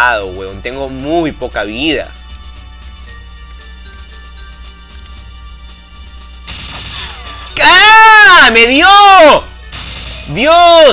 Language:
Spanish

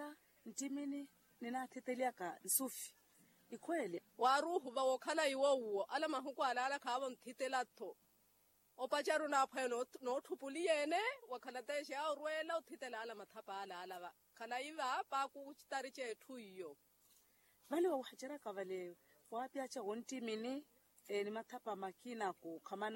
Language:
Makhuwa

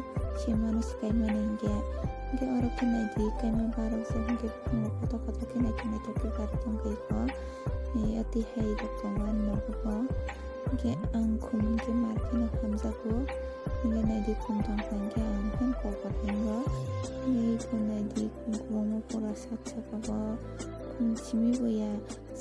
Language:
Kok Borok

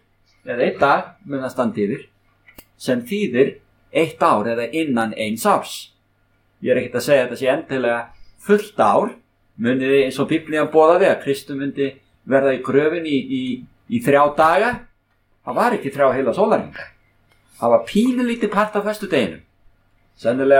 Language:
Icelandic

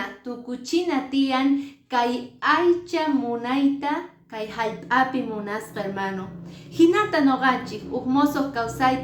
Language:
Quechua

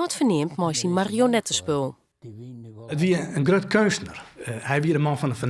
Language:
Western Frisian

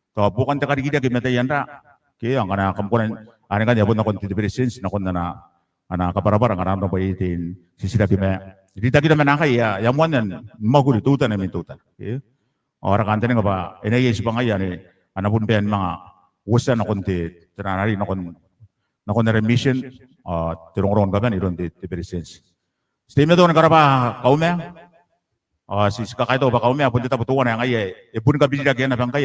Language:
Gilbertese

